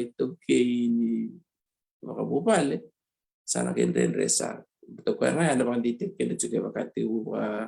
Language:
Fijian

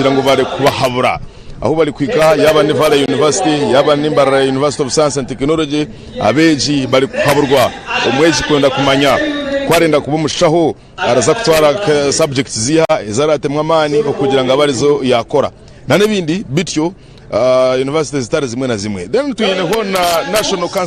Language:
Nyankole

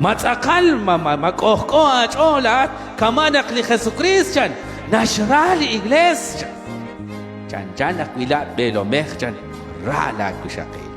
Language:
Kekchí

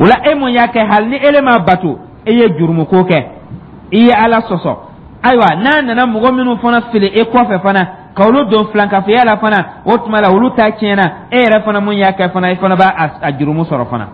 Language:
Dyula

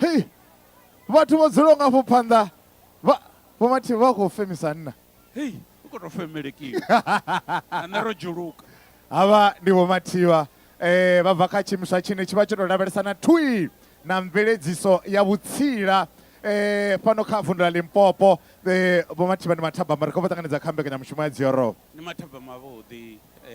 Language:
Venda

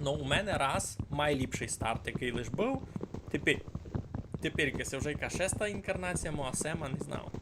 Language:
Rusyn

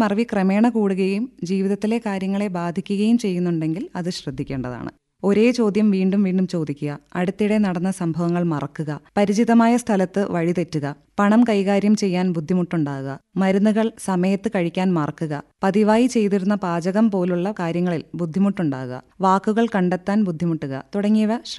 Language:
Malayalam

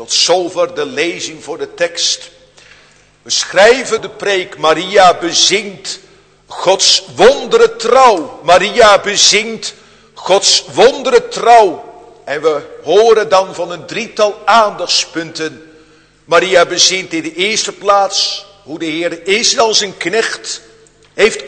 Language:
Dutch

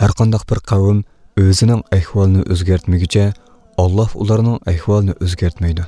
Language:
Uyghur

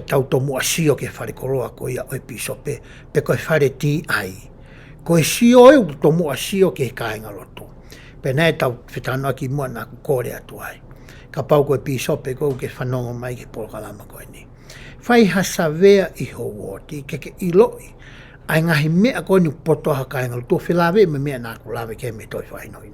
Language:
Tongan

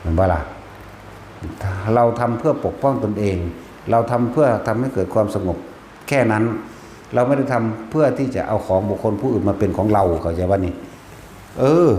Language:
Northeastern Thai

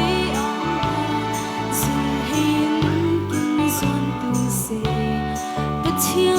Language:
Falam Chin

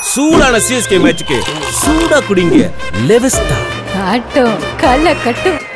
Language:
Tamil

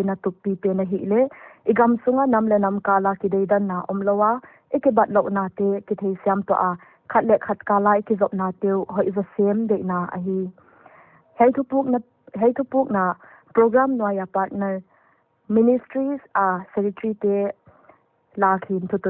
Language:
Paite Chin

